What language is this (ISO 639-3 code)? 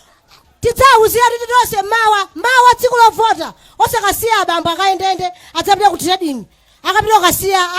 nya